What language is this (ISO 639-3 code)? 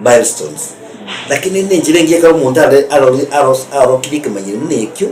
guz